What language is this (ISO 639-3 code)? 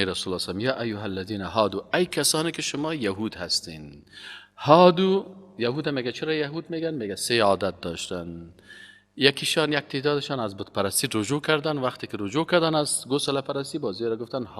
fas